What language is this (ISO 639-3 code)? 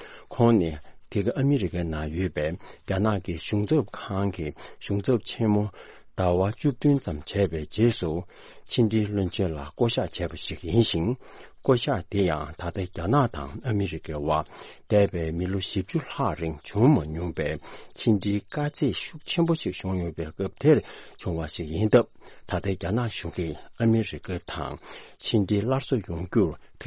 bod